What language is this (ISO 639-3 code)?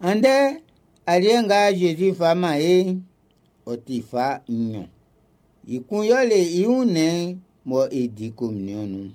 bci